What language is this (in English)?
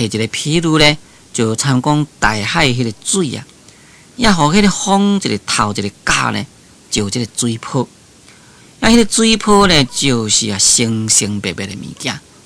Min Nan Chinese